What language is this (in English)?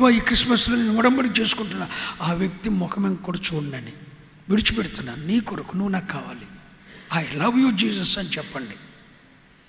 Telugu